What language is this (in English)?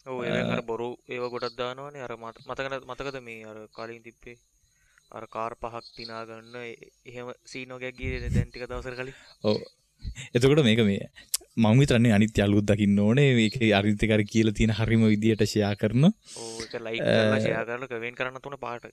Sinhala